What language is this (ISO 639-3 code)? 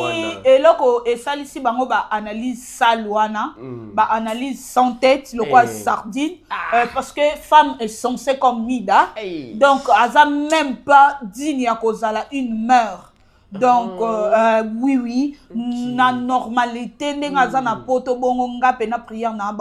lin